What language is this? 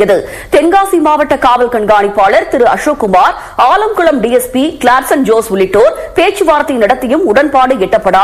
Tamil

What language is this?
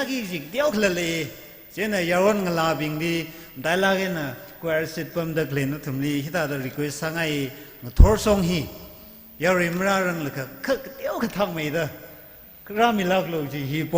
Tangkhul Naga (India)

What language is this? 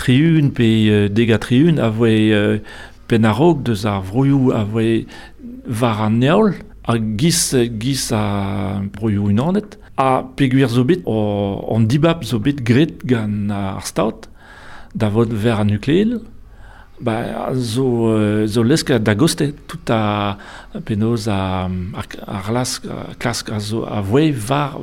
Breton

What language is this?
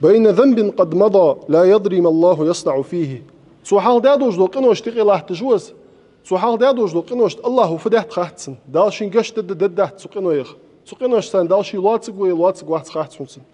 Ingush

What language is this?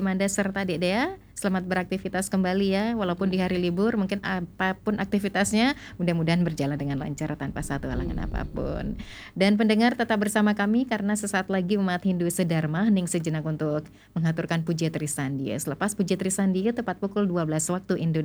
Indonesian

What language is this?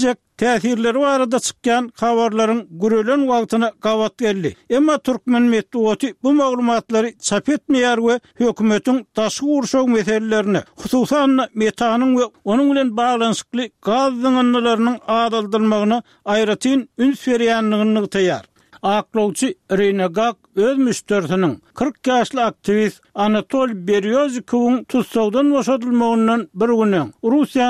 Turkmen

